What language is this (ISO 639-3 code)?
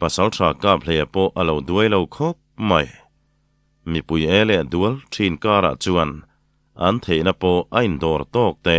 lus